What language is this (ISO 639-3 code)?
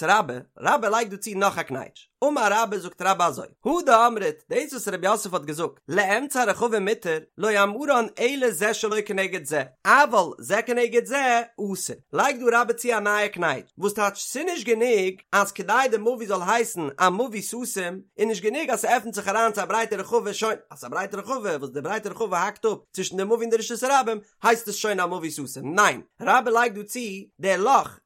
yid